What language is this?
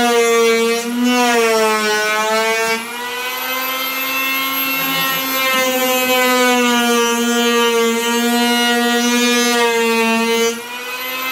Turkish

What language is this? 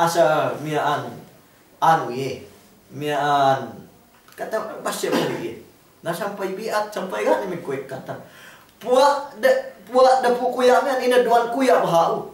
Yakan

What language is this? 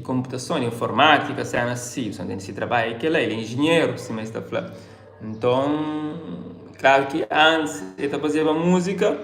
Kabuverdianu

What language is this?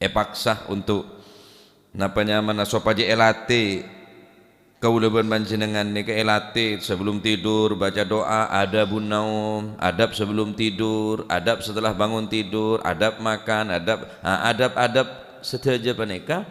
Madurese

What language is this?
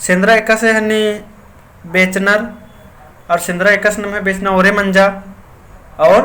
Kurukh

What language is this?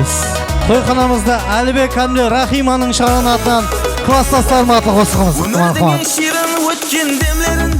Kara-Kalpak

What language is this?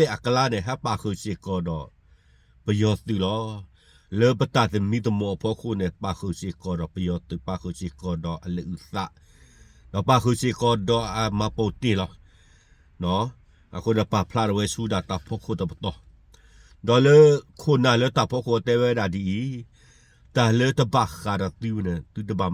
S'gaw Karen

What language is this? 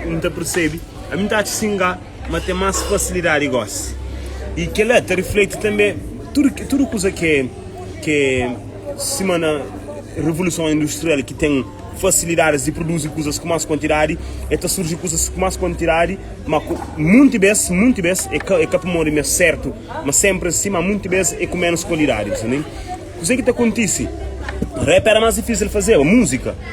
Kabuverdianu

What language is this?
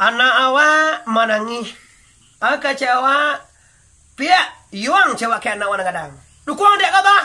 Minangkabau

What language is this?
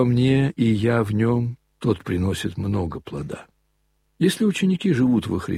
Russian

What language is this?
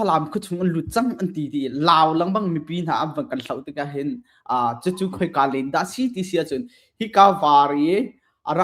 Hakha Chin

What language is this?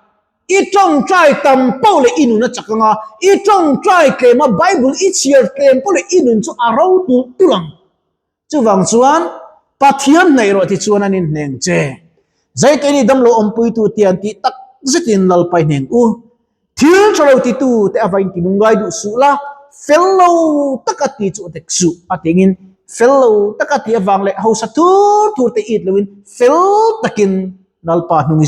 Mizo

